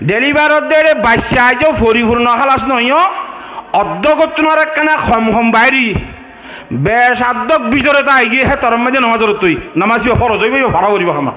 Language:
Rohingya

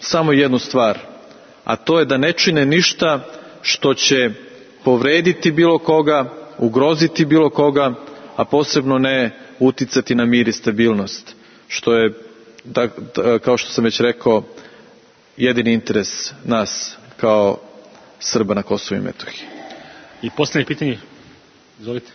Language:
Serbian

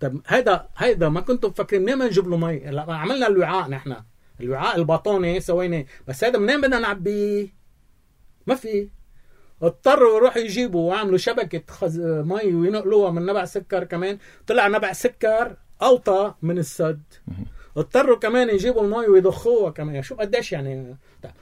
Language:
North Levantine Arabic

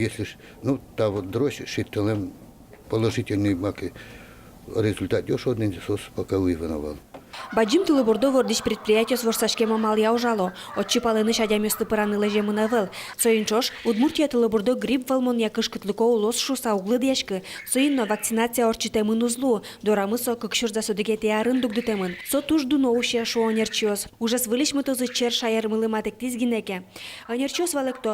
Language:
Udmurt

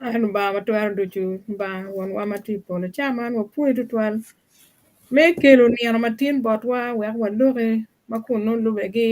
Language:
Acoli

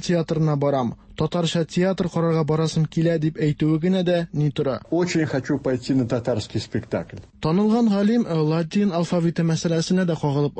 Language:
Tatar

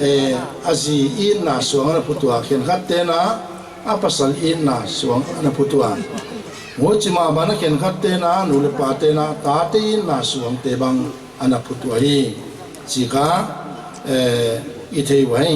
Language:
Paite Chin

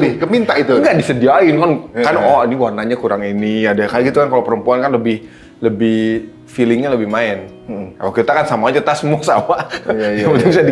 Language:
Indonesian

